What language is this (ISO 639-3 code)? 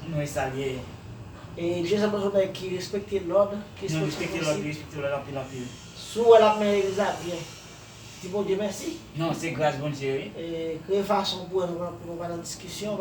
hat